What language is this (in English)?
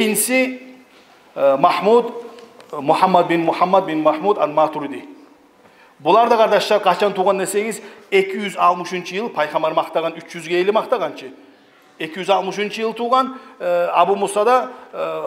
Kumyk